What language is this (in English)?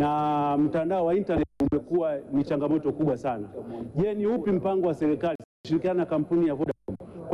Swahili